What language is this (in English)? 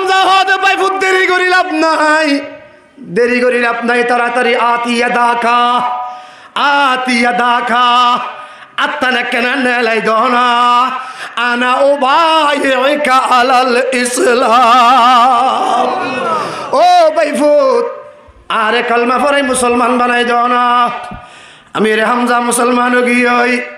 Rohingya